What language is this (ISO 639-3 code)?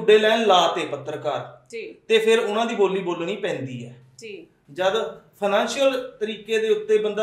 pan